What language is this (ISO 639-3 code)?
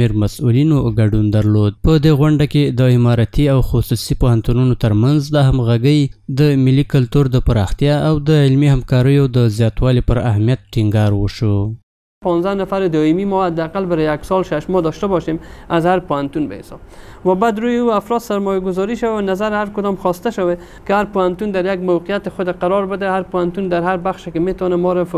pus